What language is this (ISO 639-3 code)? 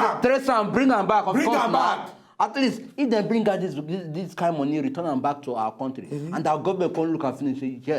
pcm